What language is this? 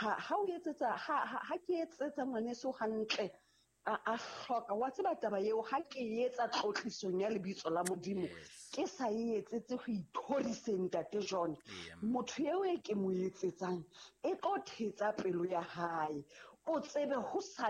Southern Sotho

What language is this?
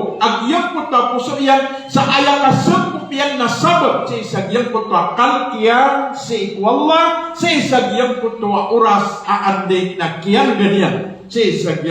Maranao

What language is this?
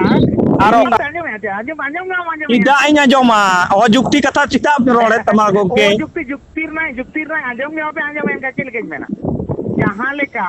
Santali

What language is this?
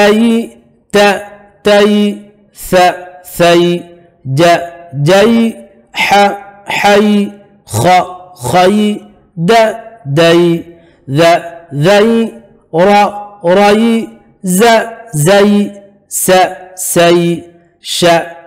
Divehi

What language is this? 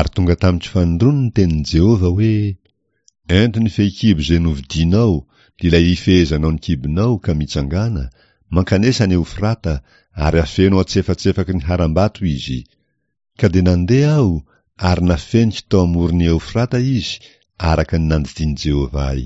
Malagasy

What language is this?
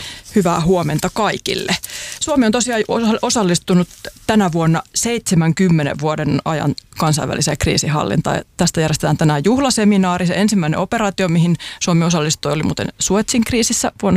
Finnish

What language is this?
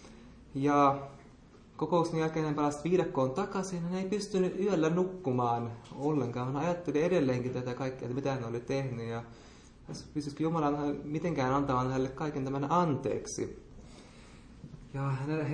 Finnish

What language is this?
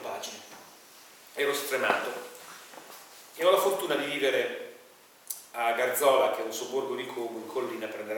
Italian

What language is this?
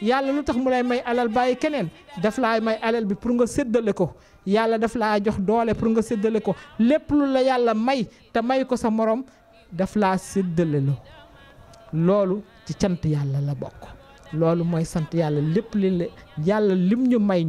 Wolof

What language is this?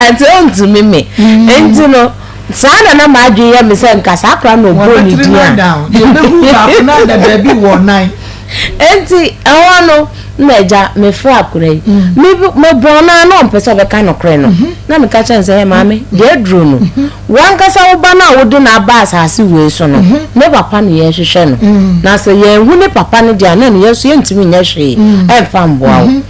Akan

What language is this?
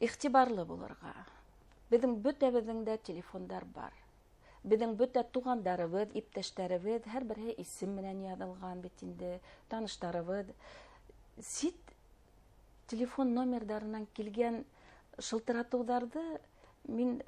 Bashkir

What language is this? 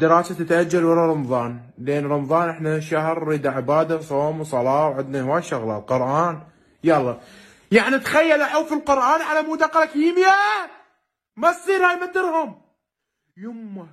Mesopotamian Arabic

